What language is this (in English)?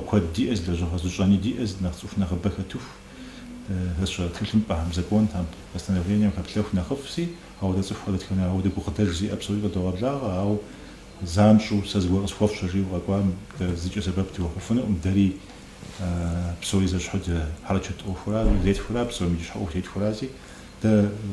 Kabardian